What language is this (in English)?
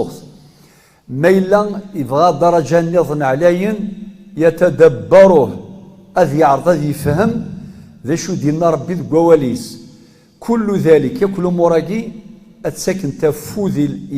Kabyle